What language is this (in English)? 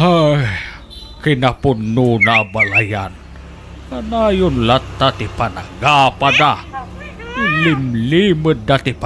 Iloko